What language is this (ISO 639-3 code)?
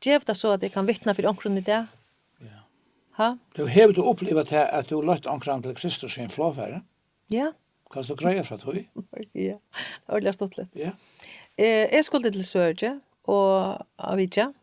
fao